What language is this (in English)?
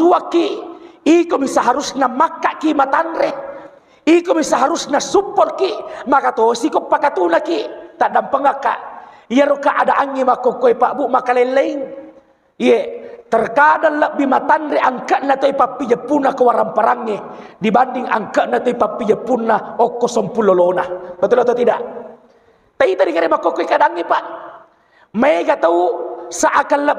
Buginese